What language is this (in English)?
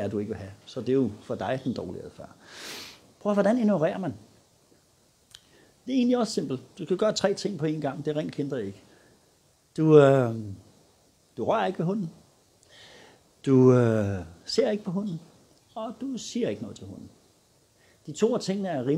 Danish